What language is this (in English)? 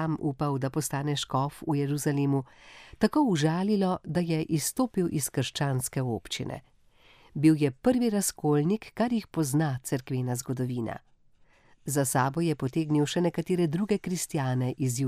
Slovenian